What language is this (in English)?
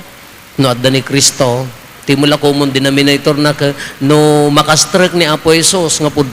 Iloko